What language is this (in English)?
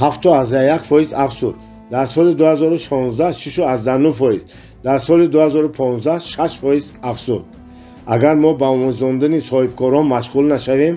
Tajik